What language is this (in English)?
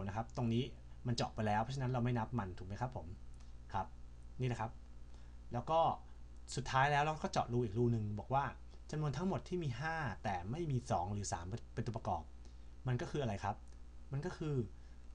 Thai